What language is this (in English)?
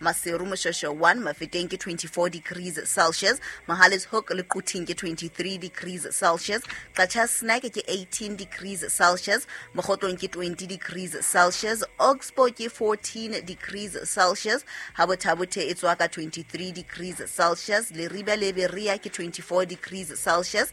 Southern Sotho